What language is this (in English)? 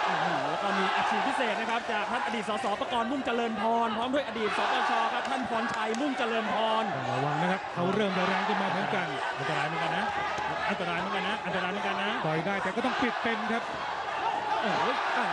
Thai